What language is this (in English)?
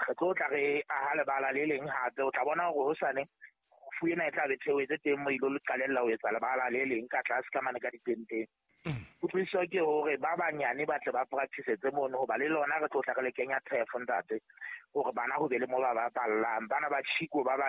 Southern Sotho